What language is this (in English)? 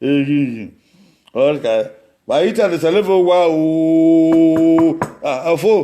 Bini